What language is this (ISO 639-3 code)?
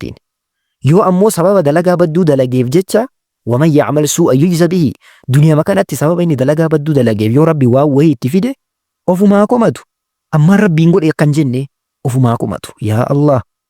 orm